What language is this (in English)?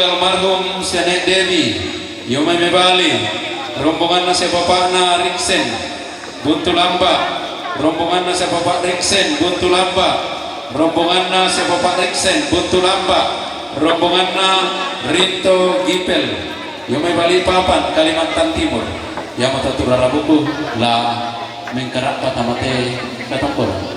Toraja-Sa'dan